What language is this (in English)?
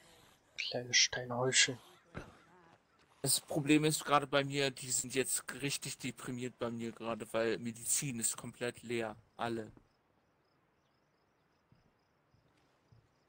German